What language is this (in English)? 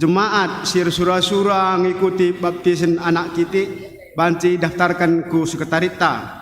Batak Karo